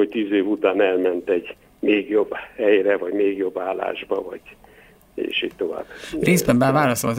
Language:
Hungarian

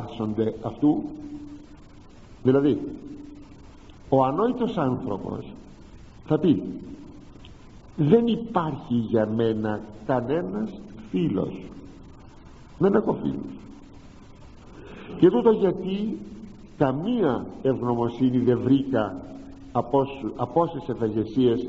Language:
Greek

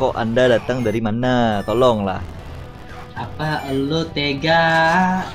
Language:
Banjar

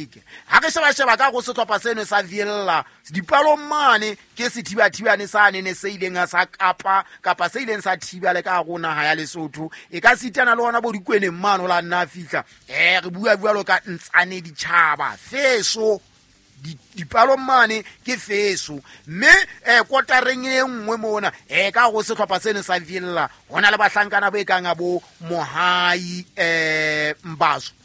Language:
Southern Sotho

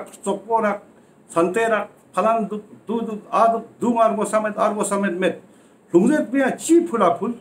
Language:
Ladakhi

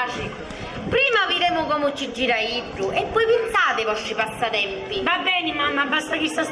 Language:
Sicilian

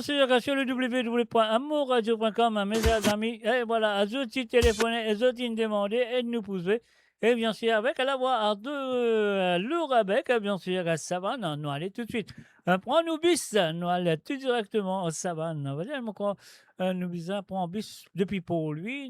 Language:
Morisyen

